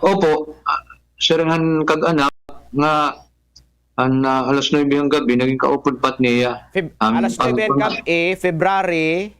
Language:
Waray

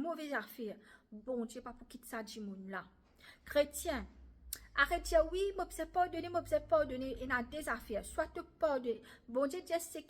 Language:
Morisyen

